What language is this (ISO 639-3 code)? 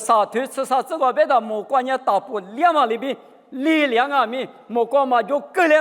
lis